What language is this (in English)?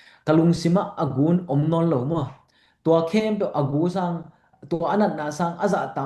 Tedim Chin